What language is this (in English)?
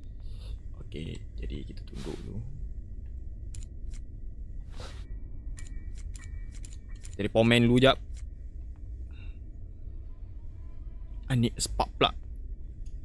Malay